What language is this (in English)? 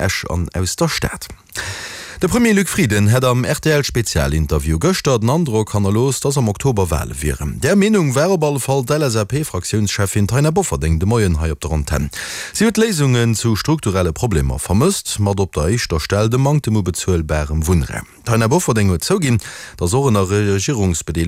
Luxembourgish